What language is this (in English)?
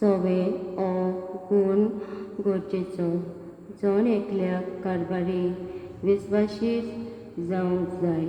Konkani